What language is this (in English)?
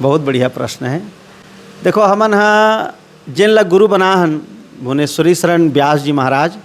Chhattisgarhi